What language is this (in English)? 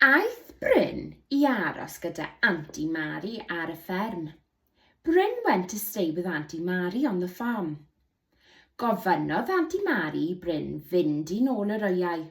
Welsh